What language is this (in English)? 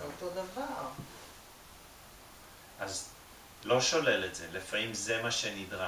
Hebrew